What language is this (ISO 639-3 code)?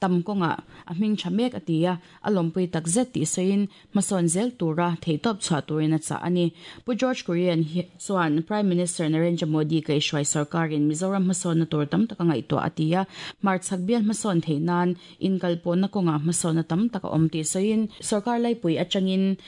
lus